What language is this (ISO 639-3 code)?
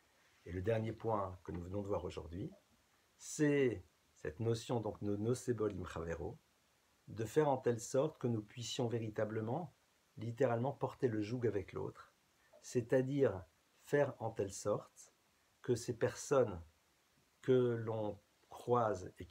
fra